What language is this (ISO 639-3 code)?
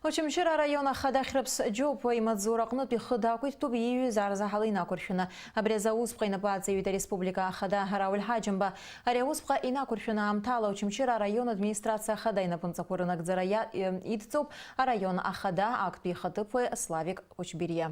abk